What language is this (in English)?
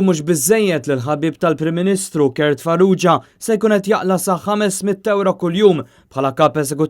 Maltese